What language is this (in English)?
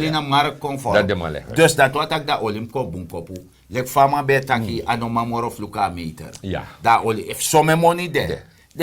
Sranan Tongo